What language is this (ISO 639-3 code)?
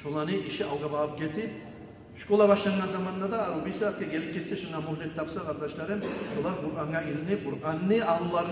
kum